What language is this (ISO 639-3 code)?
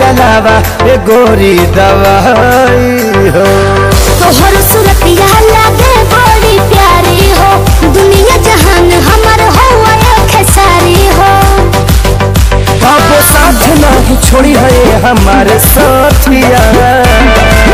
bho